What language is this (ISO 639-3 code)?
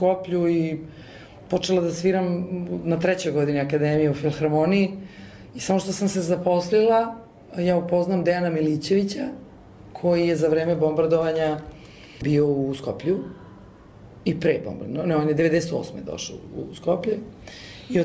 srp